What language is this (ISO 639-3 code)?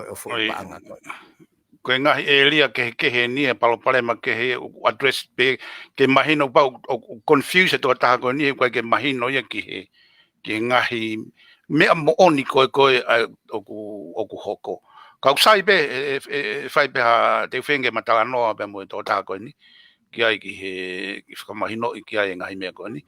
ton